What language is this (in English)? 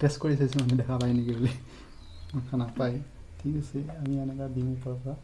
Assamese